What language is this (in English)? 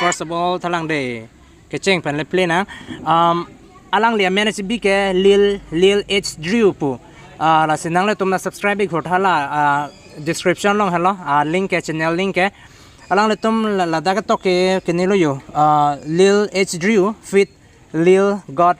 Karbi